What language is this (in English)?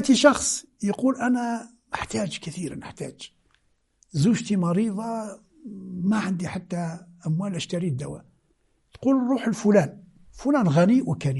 Moroccan Arabic